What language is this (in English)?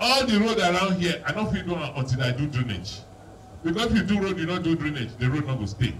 Nigerian Pidgin